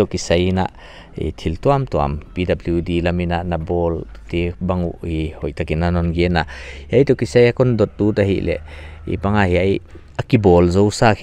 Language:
Paite Chin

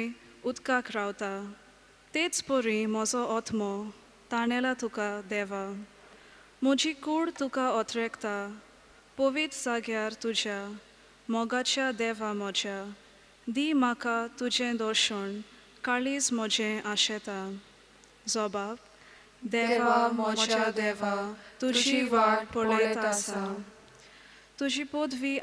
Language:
Konkani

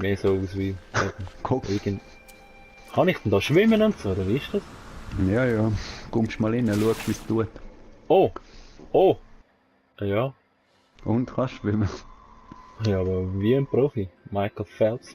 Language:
Swiss German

